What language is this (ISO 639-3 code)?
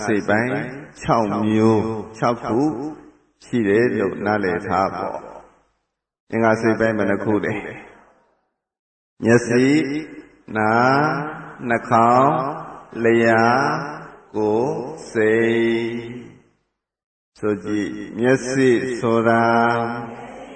mya